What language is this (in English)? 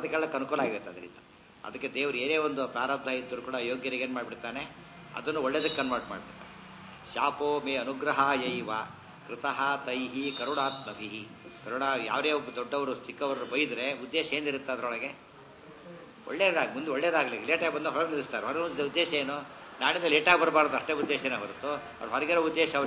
Kannada